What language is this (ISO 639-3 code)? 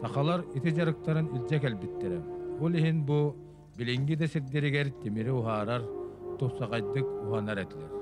sah